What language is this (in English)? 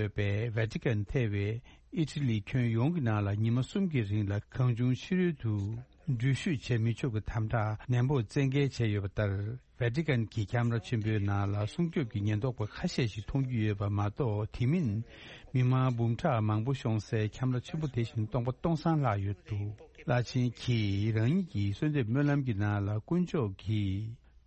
Tibetan